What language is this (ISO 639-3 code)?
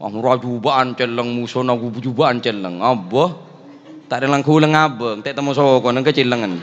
mad